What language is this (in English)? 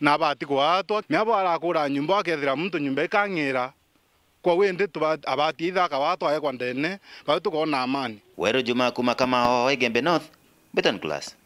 Meru